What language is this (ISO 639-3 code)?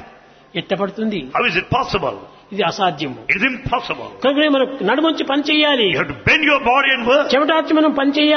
tel